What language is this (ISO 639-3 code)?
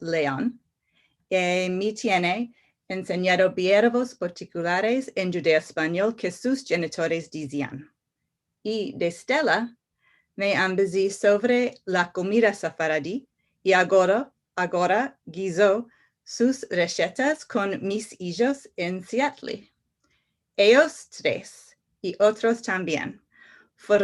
lad